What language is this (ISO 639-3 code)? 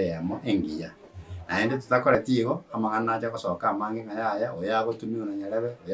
guz